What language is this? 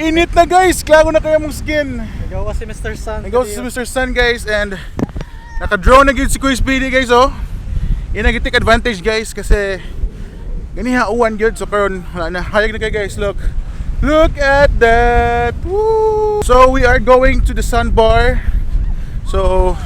Cebuano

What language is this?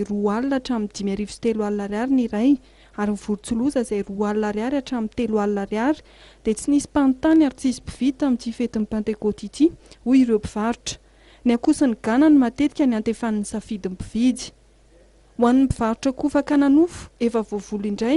Malagasy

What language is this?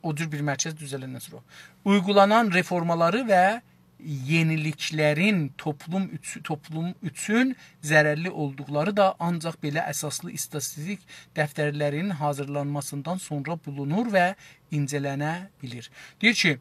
South Azerbaijani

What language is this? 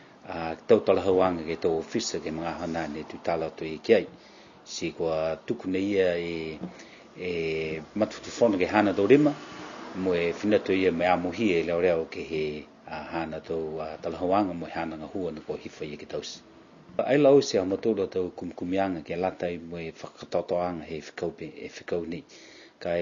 Niuean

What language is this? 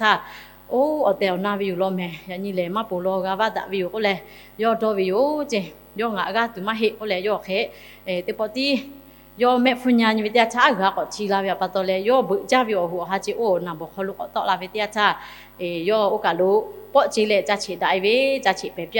Lahu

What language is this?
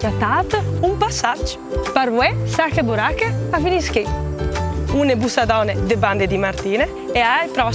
Friulian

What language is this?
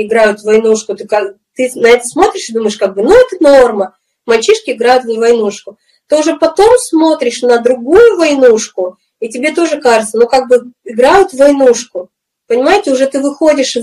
Russian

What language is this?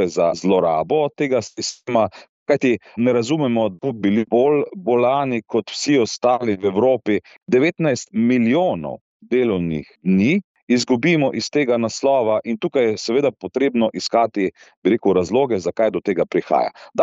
Slovenian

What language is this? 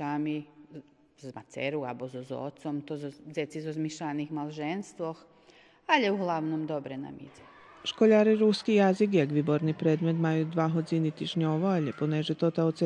Rusyn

